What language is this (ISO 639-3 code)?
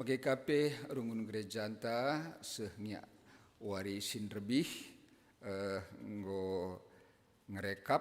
btx